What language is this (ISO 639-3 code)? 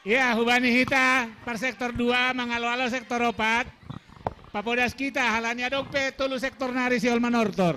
bts